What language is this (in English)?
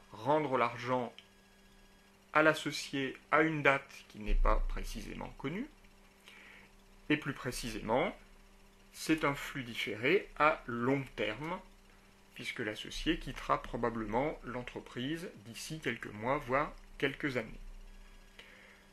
French